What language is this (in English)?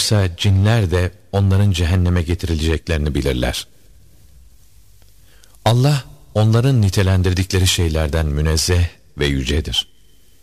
Turkish